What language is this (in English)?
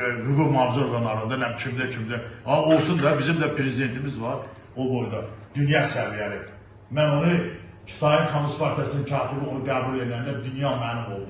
Azerbaijani